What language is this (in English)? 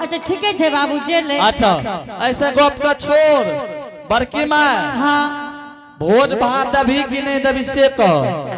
Angika